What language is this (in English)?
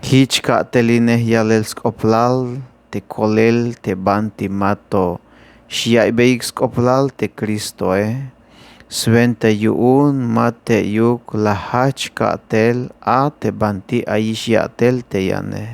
Tzeltal